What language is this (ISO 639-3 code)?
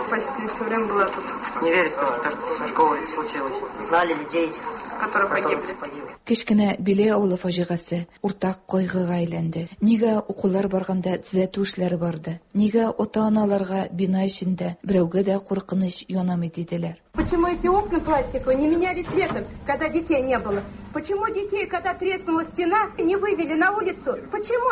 tat